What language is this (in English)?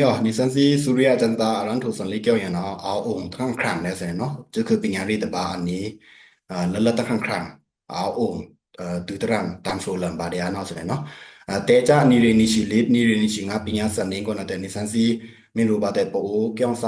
Pa'o Karen